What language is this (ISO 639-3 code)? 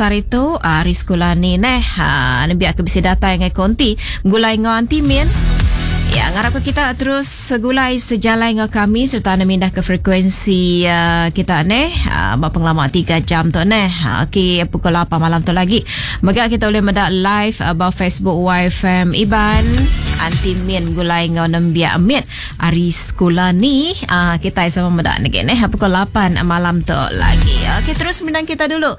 iba